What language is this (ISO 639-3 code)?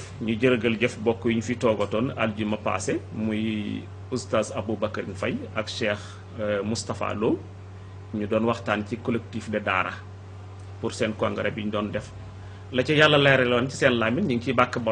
wol